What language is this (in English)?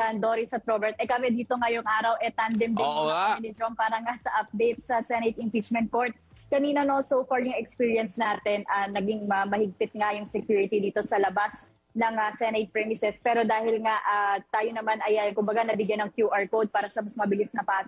Filipino